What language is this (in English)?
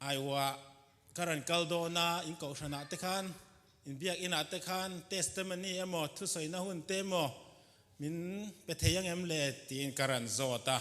Mizo